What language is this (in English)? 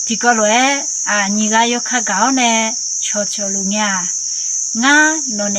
Akha